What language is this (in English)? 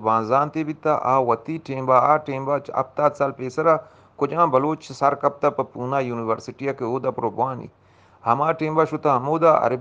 Eastern Balochi